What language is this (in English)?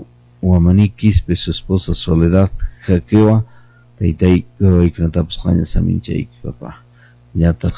Quechua